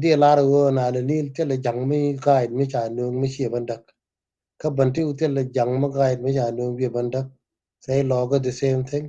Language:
Nuer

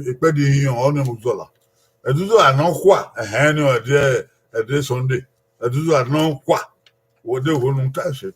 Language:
Bini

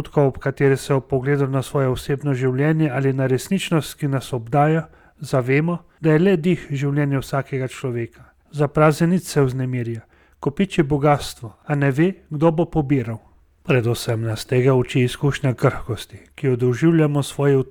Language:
Slovenian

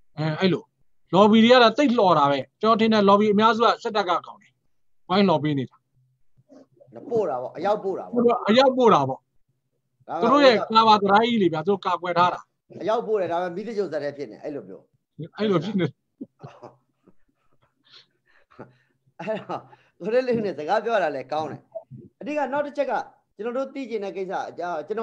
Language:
Burmese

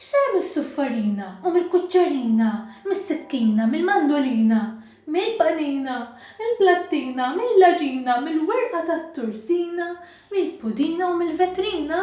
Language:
Maltese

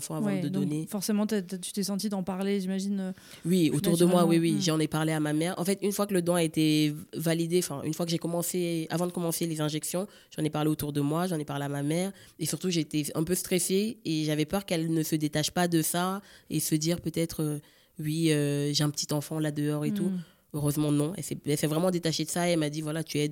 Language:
French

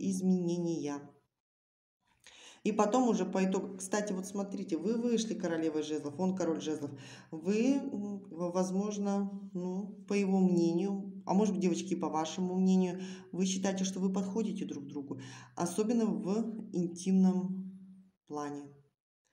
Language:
Russian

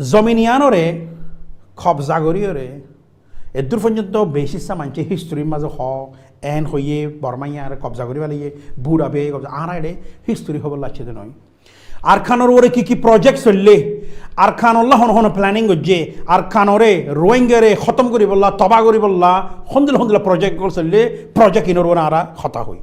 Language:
Rohingya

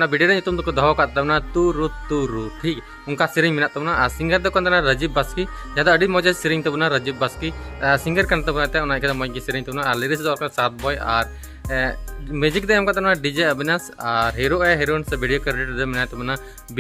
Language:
Santali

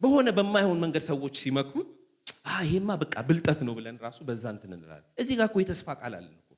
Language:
Amharic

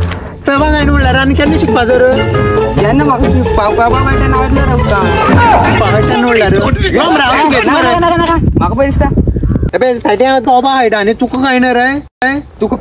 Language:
Konkani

